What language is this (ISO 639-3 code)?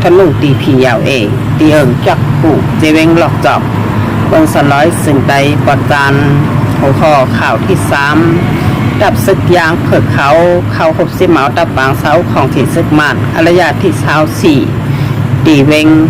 shn